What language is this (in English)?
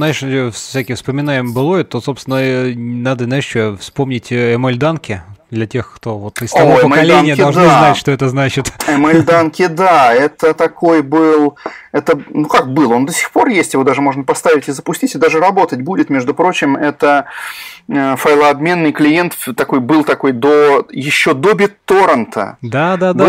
Russian